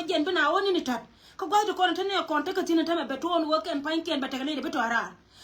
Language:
Nuer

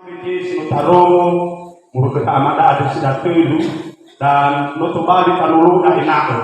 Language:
Nias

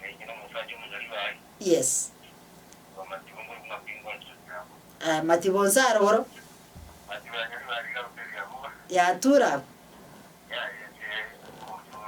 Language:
Gusii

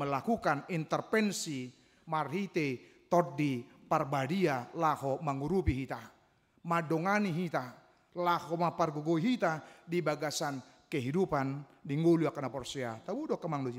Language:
Batak Toba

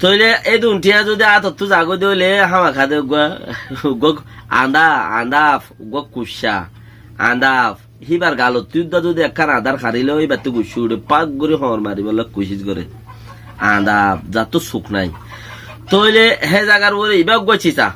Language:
Rohingya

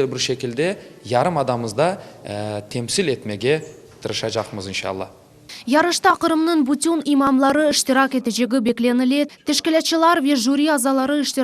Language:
Crimean Tatar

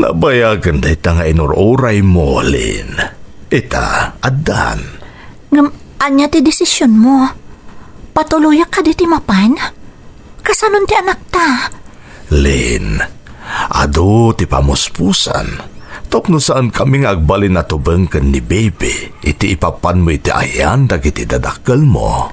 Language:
Iloko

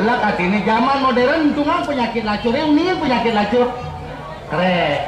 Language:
Balinese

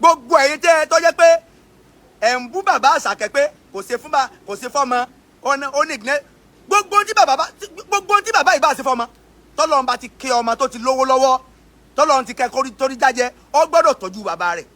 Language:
Yoruba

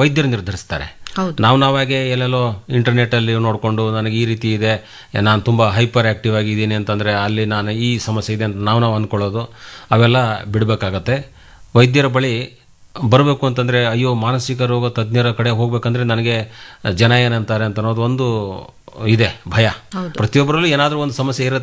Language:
Kannada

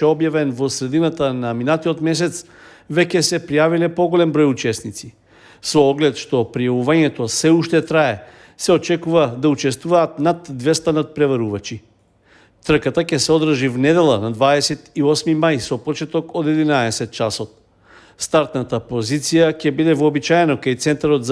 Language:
Macedonian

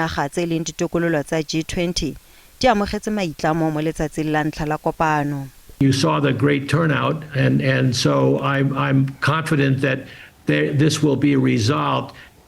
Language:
Tswana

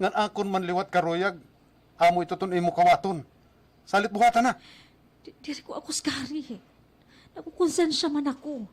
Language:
Waray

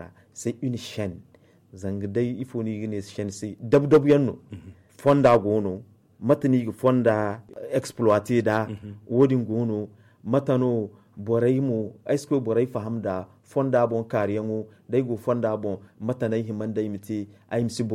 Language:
Zarma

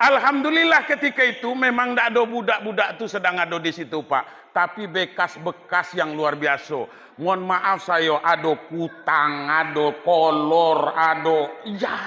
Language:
Minangkabau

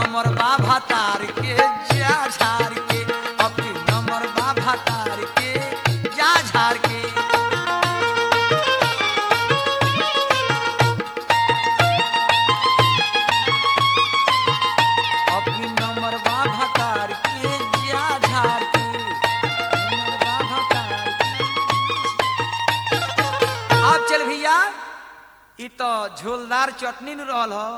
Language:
Bhojpuri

